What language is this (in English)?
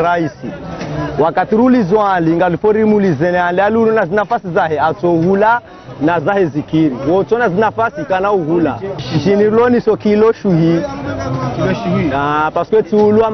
Ngazidja Comorian